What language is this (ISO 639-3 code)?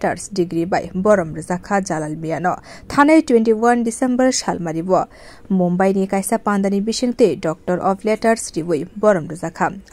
trp